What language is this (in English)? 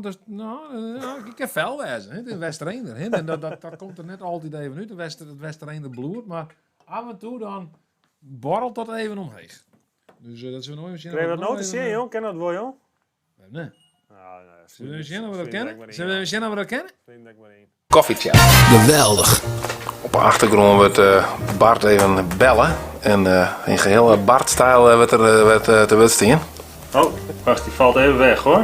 Western Frisian